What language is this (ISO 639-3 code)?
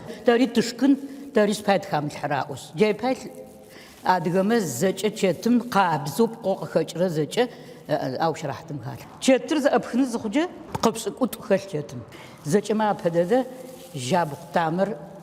ady